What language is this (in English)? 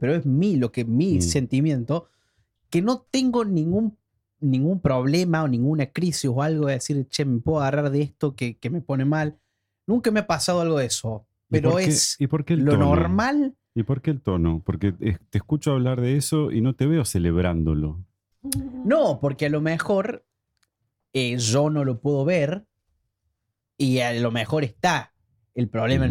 Spanish